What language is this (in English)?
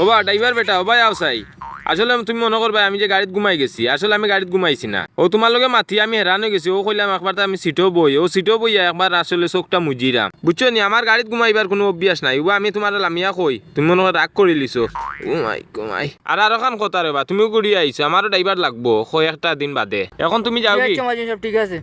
Sylheti